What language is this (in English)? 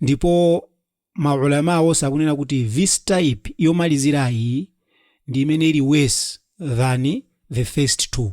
Nyanja